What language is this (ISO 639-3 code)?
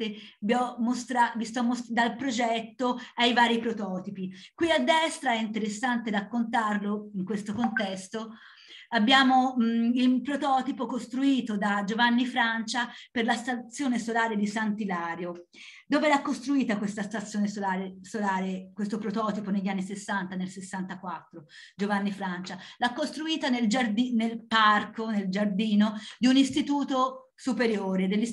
ita